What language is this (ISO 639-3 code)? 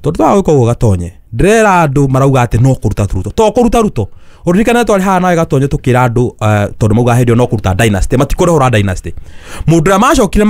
kik